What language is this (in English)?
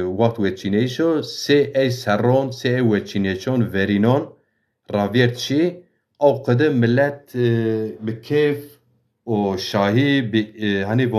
Zaza